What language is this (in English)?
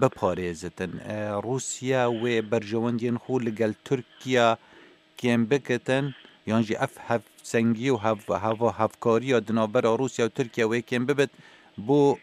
Kurdish